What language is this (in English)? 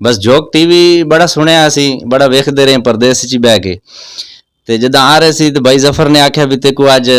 Saraiki